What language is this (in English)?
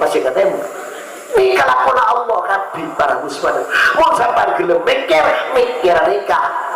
Madurese